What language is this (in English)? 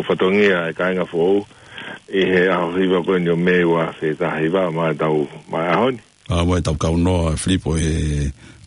Tongan